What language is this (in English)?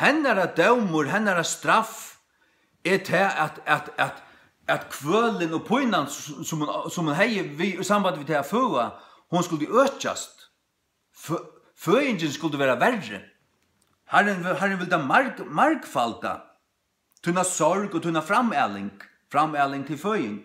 Faroese